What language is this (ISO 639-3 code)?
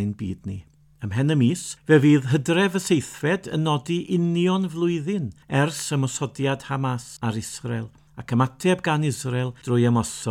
cym